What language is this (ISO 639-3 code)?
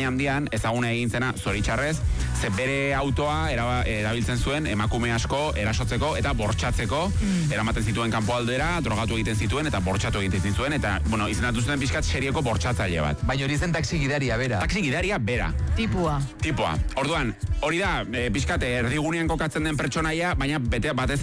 eus